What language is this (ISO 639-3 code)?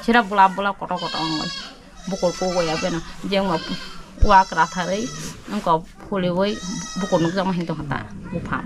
trp